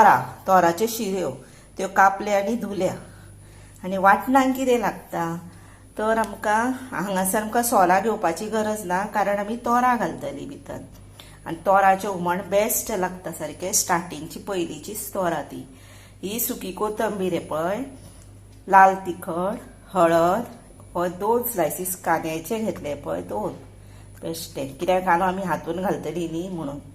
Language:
Konkani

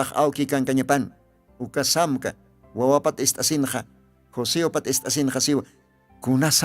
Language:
Aymara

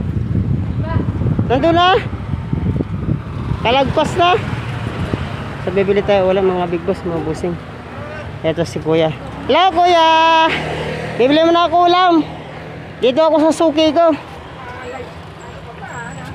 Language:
Filipino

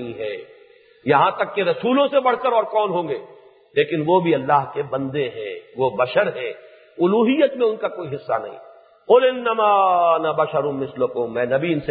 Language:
Urdu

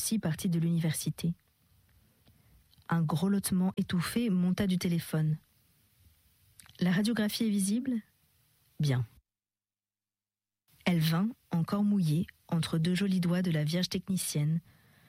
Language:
French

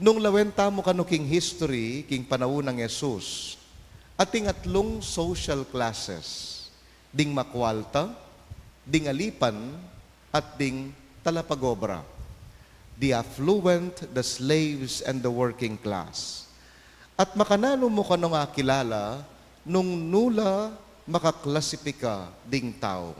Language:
Pampanga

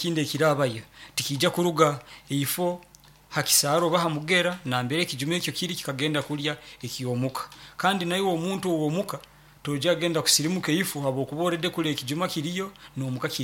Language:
Nyoro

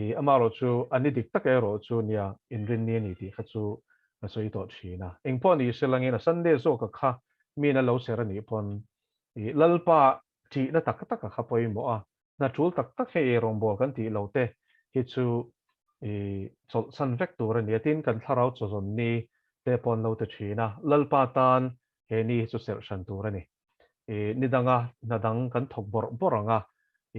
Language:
Mizo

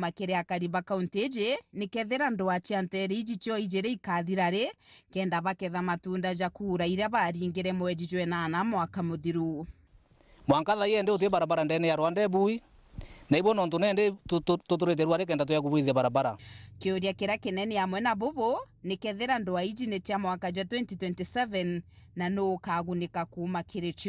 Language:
Meru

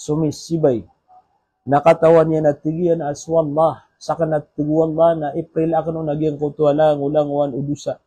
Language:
Maranao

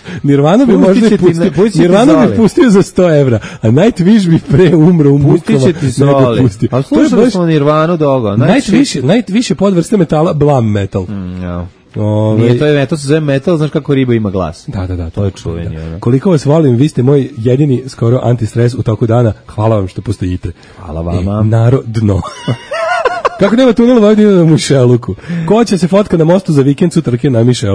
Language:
Serbian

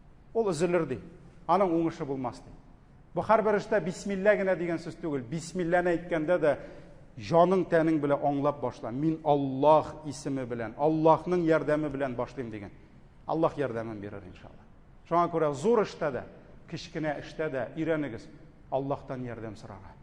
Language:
Tatar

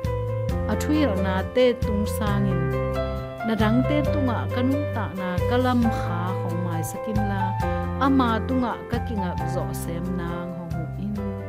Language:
Tedim Chin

